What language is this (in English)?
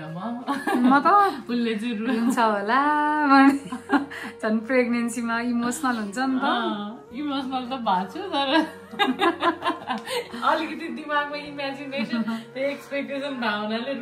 Nepali